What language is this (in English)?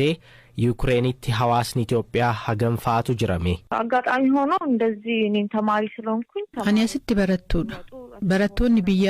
Oromo